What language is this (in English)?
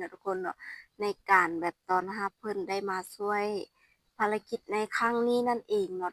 Lao